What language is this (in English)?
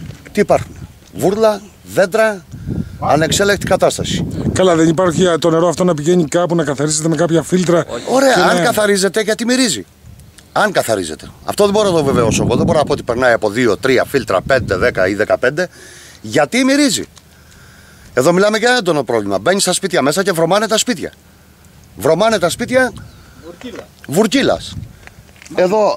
Greek